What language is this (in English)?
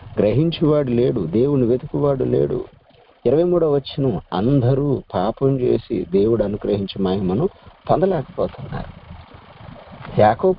Telugu